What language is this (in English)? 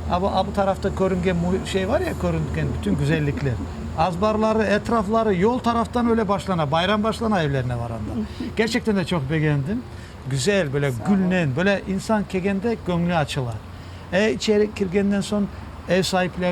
Crimean Tatar